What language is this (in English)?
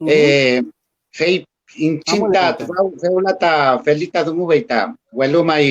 Mapuche